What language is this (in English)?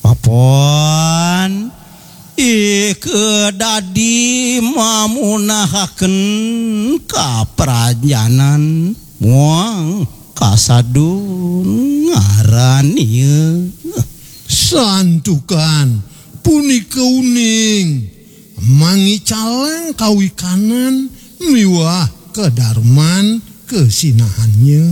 Balinese